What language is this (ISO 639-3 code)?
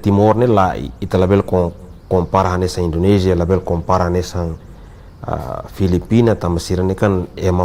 tet